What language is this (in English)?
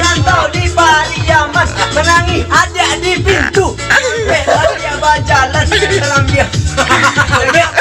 Minangkabau